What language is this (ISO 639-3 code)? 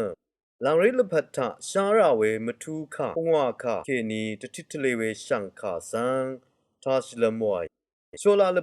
raw